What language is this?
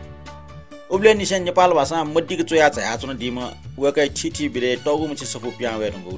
Newari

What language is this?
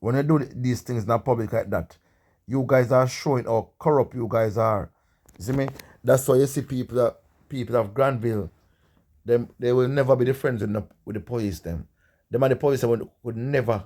Jamaican Creole English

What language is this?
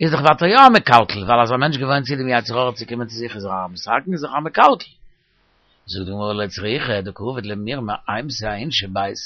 Yiddish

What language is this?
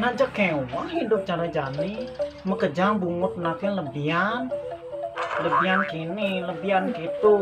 Balinese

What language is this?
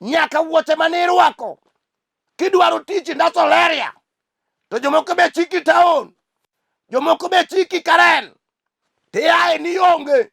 Luo (Kenya and Tanzania)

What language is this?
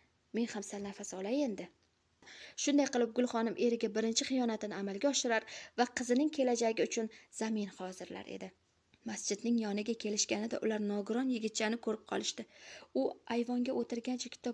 Uzbek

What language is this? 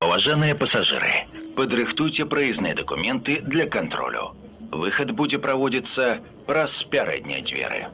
Belarusian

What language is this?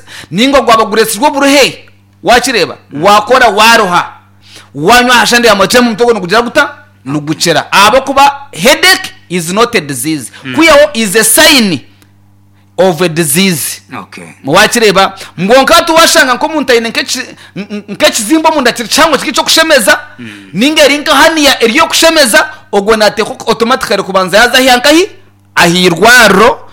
Nyankole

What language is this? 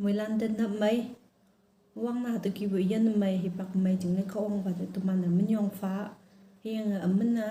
Konyak Naga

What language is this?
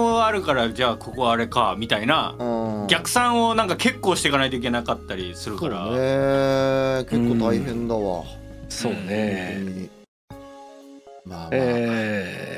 Japanese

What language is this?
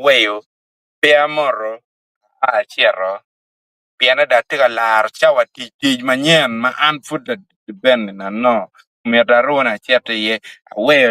Acoli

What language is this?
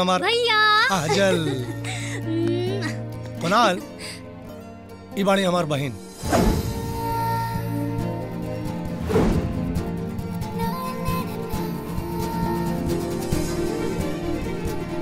Bhojpuri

